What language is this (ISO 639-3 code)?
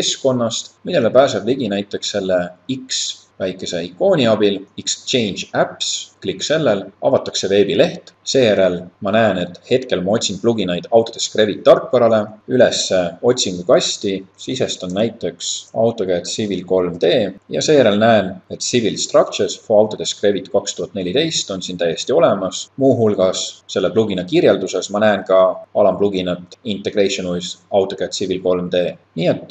est